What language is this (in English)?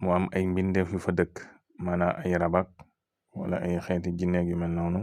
Wolof